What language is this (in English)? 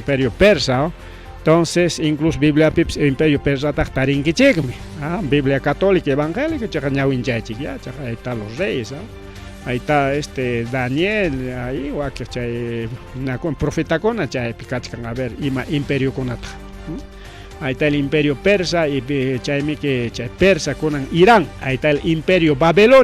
Ayacucho Quechua